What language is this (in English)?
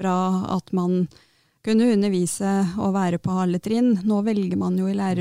Norwegian